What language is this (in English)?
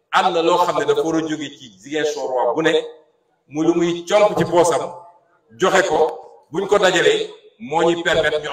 Wolof